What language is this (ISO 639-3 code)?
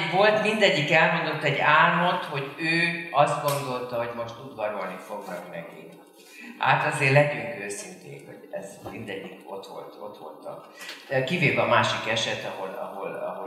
hun